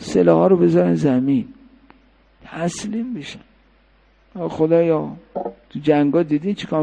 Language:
Persian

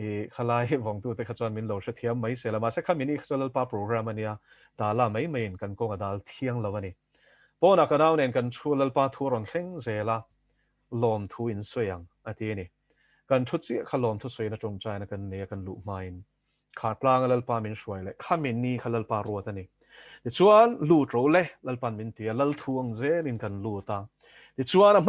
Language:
Mizo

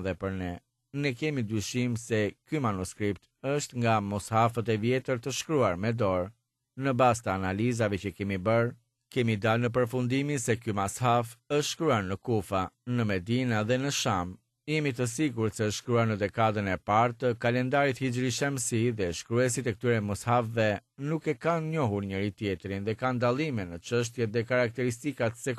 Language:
Albanian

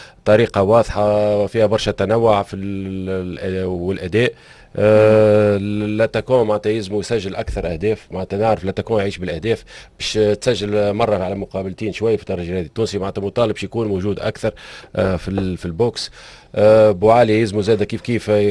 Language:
Tunisian Arabic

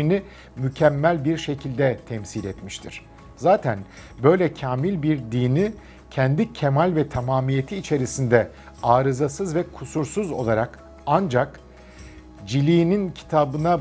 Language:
Turkish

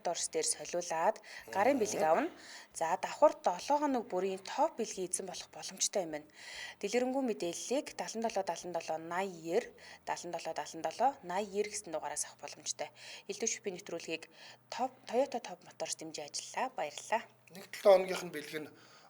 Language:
Mongolian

